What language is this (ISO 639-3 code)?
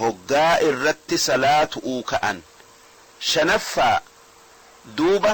orm